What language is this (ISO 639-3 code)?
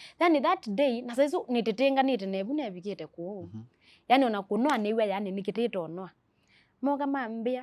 kam